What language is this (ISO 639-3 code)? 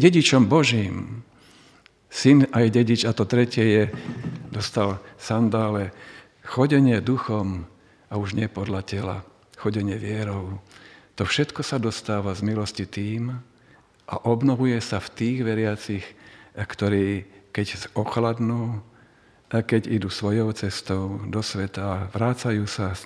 slk